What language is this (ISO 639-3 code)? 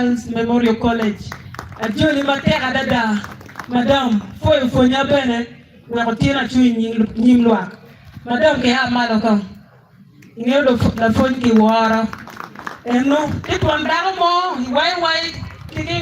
ach